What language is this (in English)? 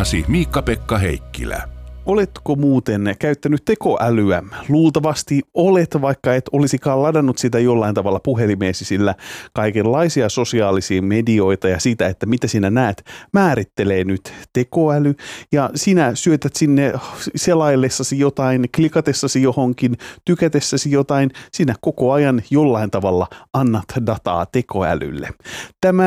Finnish